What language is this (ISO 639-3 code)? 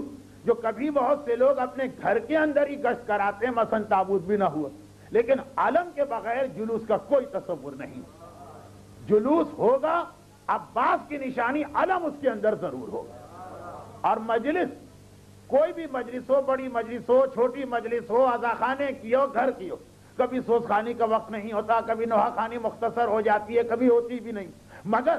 urd